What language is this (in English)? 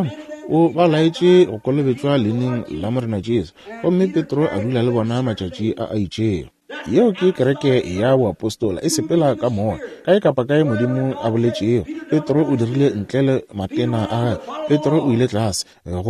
Northern Sotho